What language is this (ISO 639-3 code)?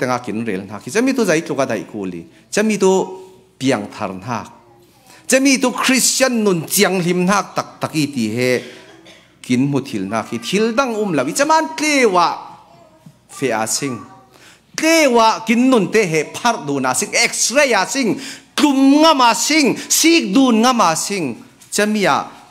cfm